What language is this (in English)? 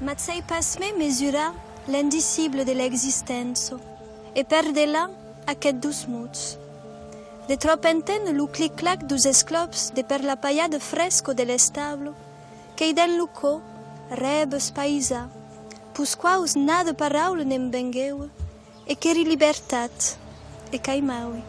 Occitan